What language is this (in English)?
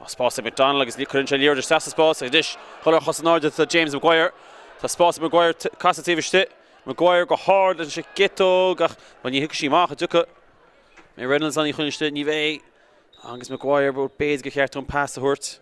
Irish